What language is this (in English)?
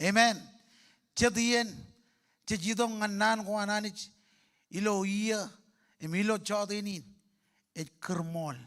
Marshallese